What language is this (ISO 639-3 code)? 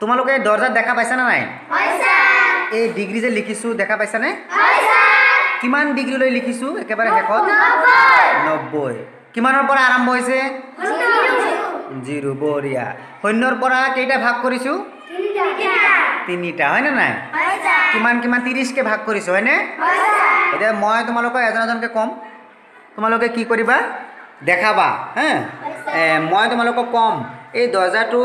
asm